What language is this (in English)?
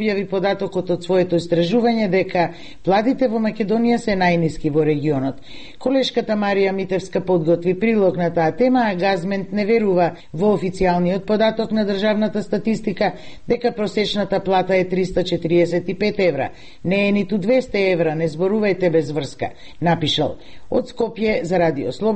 Macedonian